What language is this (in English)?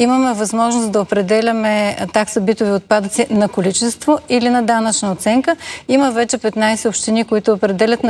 Bulgarian